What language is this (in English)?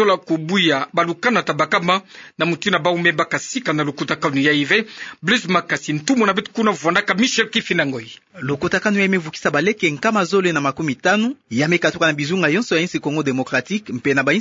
Kituba (Democratic Republic of Congo)